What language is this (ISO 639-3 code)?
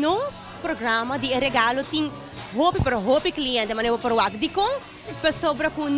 pap